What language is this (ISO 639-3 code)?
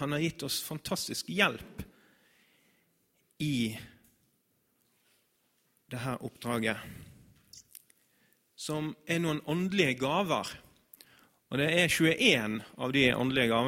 nor